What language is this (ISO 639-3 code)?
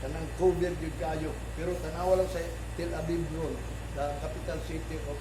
ceb